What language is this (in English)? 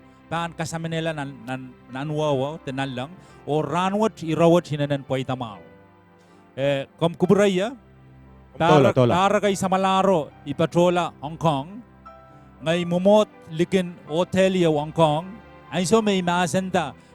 Pohnpeian